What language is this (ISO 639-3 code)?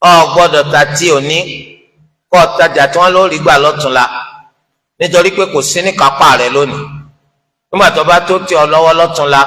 yor